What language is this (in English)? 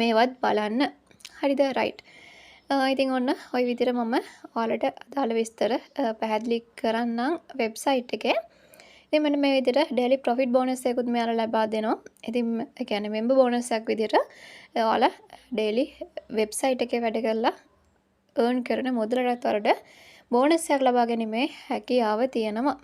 Sinhala